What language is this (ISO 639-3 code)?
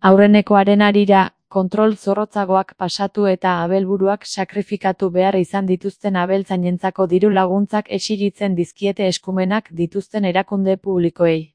eus